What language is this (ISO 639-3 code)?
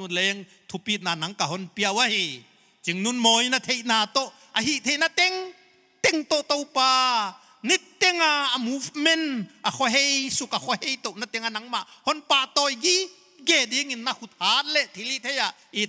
pck